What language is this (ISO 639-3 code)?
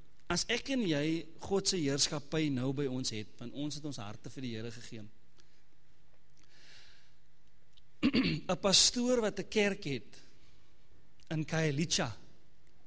afr